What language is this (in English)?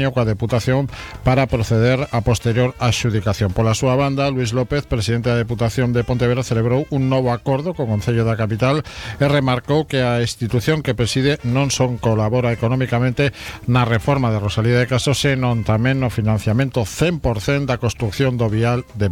Galician